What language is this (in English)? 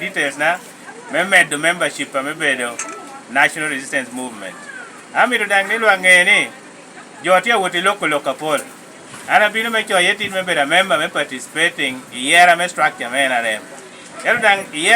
Lango (Uganda)